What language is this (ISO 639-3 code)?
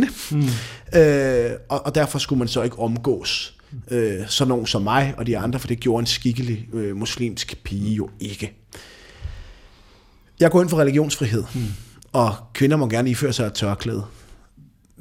dan